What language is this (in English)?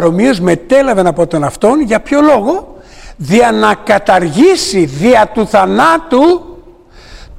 Greek